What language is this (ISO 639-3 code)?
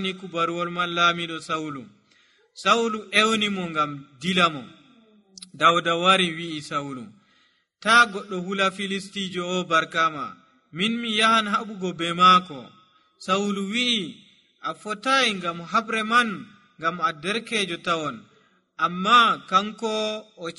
fuv